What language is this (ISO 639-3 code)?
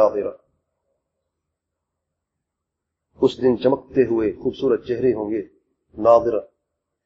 urd